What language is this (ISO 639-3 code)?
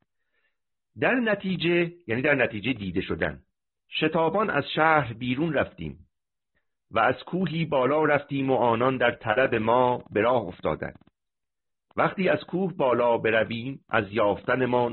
fas